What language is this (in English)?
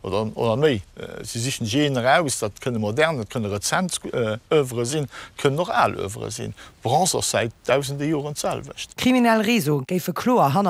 Luxembourgish